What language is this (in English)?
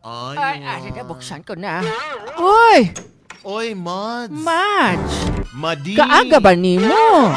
Cebuano